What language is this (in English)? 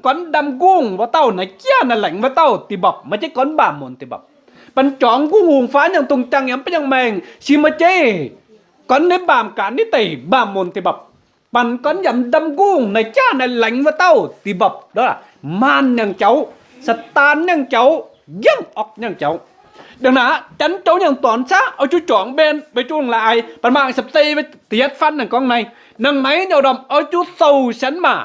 Kim Mun